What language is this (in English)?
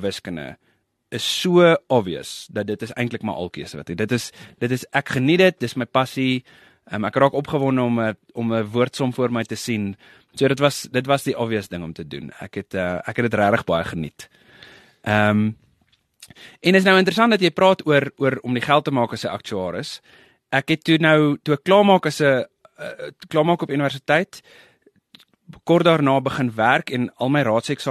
Afrikaans